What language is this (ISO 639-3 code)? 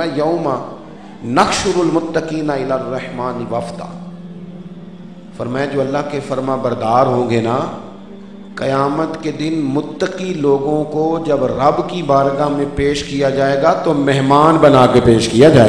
urd